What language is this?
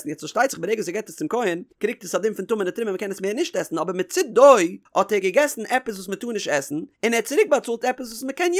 Yiddish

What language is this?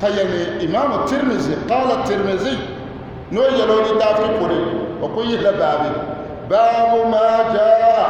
Dagbani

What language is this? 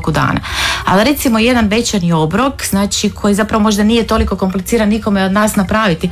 Croatian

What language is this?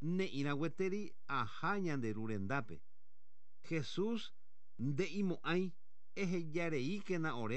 Guarani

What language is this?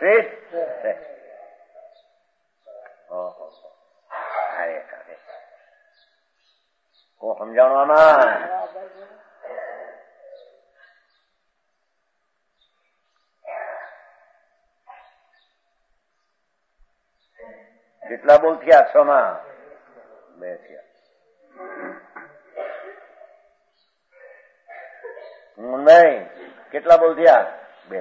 Gujarati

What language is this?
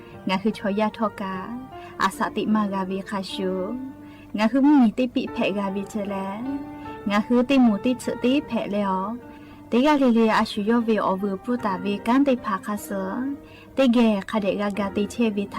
Lahu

